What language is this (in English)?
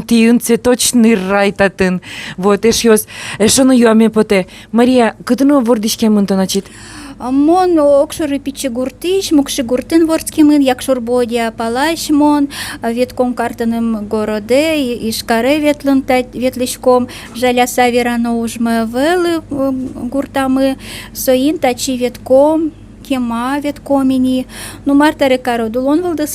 Udmurt